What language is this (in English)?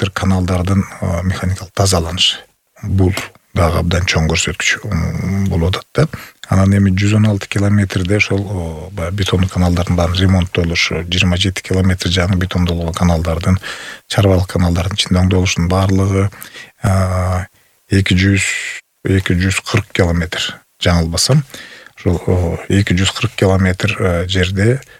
Kyrgyz